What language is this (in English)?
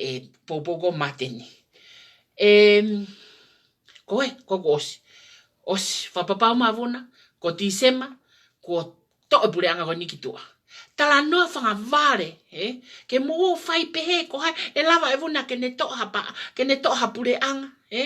Tongan